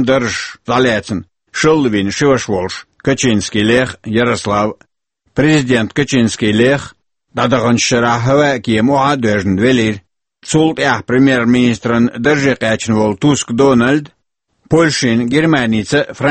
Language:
Chechen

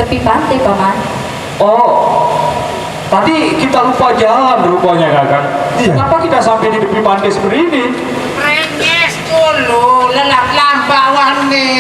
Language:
Sasak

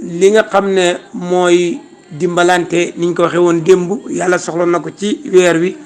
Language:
Wolof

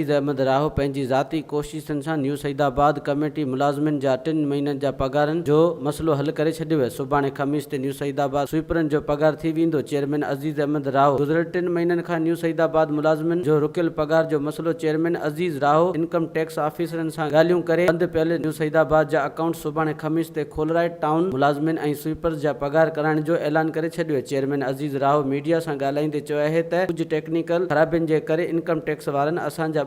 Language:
Sindhi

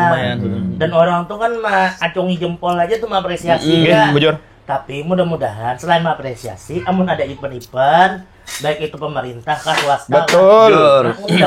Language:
Banjar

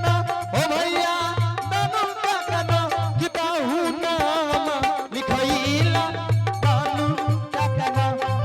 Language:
Angika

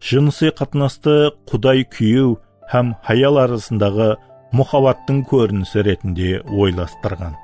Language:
Kara-Kalpak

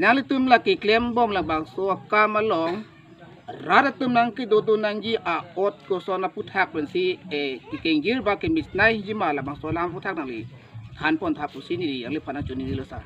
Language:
Karbi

